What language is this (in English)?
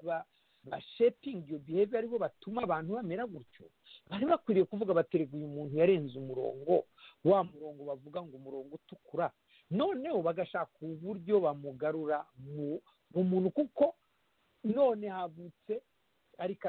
Kinyarwanda